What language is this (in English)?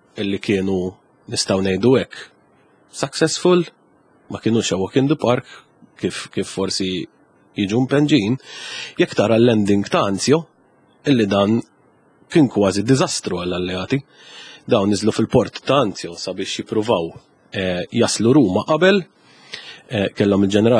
Maltese